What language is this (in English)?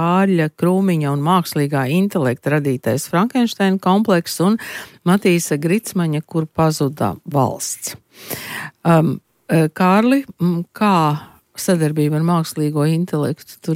Latvian